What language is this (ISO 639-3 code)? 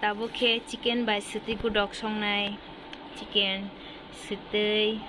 trp